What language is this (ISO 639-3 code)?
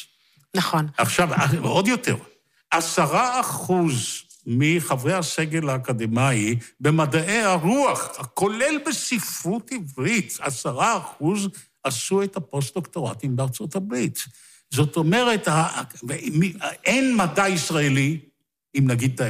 heb